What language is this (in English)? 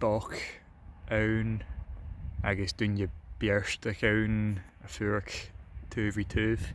Scottish Gaelic